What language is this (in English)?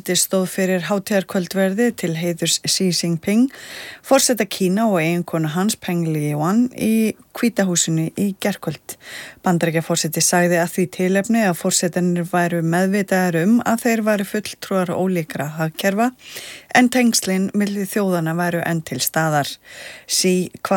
Icelandic